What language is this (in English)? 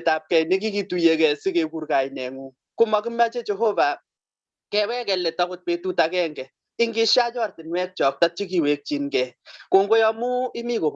Kalenjin